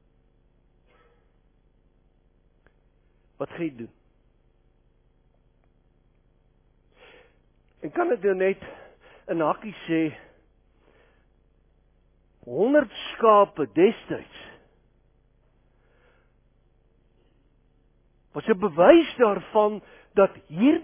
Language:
Afrikaans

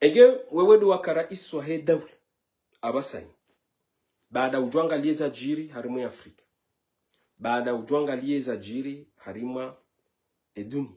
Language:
Ngazidja Comorian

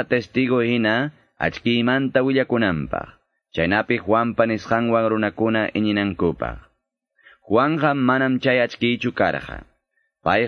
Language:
Quechua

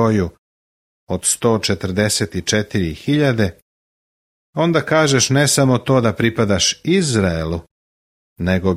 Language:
Serbian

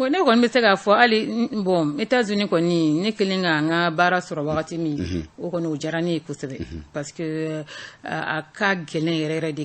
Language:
Bambara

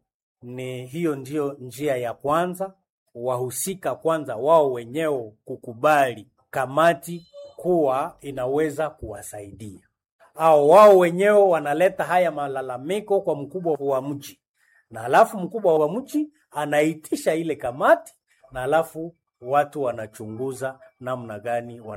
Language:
Swahili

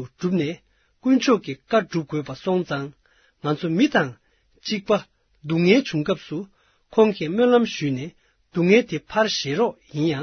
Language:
Tibetan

